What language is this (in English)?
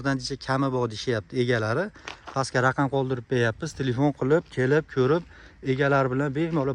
Uzbek